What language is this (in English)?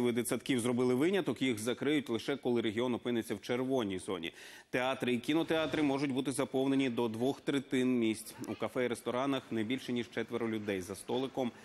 Ukrainian